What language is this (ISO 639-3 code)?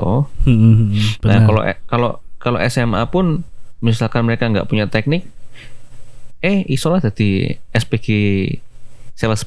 ind